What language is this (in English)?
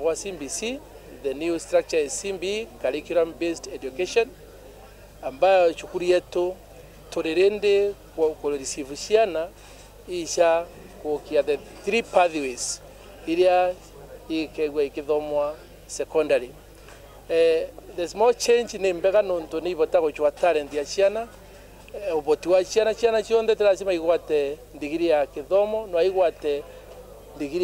Meru